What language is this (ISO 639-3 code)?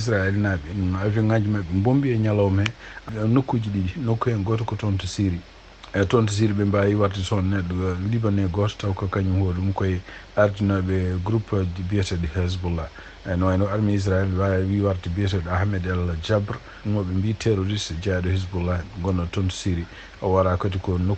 ful